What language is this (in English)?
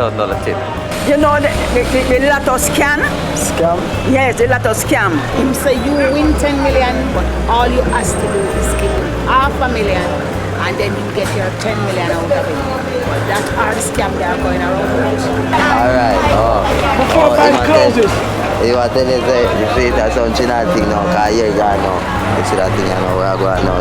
Jamaican Creole English